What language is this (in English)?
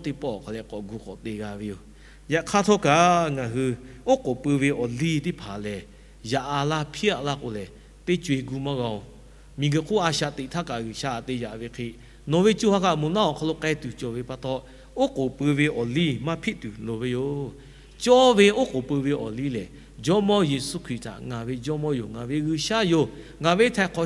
Lahu